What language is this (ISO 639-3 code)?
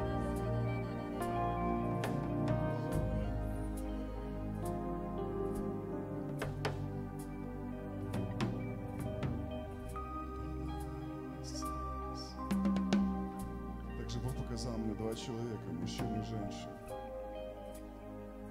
rus